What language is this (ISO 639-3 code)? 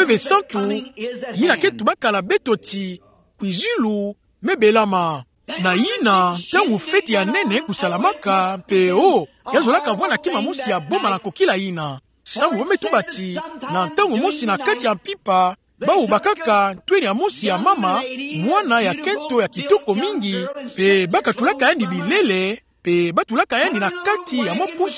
ktu